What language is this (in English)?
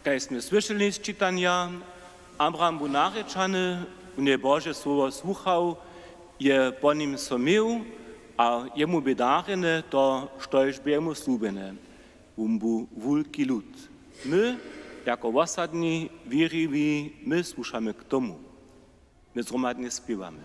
Upper Sorbian